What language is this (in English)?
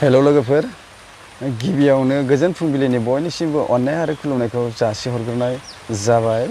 Bodo